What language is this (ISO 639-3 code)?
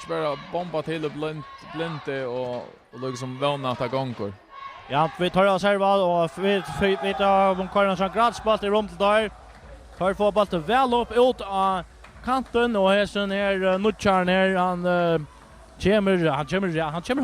fao